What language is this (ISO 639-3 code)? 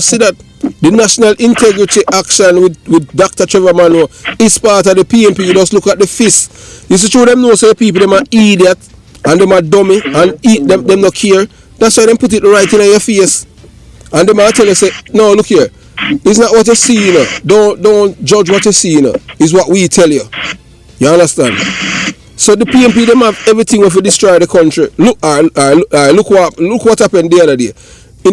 jam